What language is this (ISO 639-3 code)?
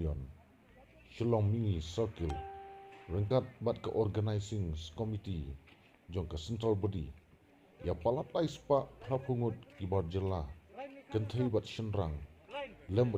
kha